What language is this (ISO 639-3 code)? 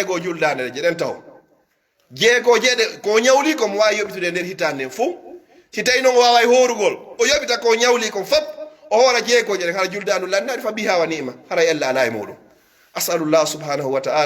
fuf